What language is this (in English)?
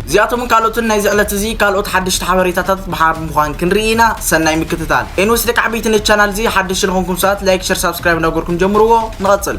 Tigrinya